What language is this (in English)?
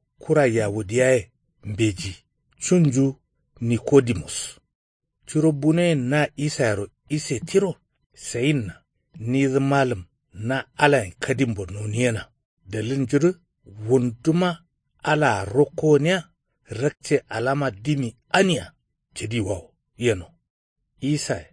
Kanuri